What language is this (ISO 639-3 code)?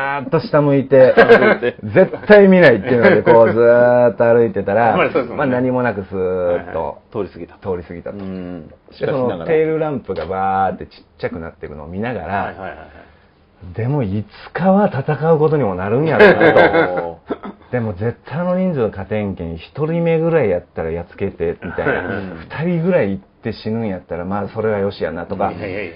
jpn